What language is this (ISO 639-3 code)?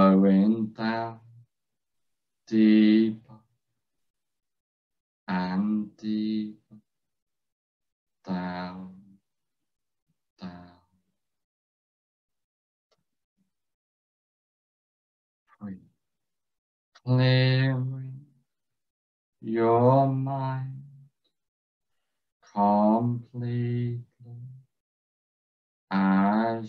eng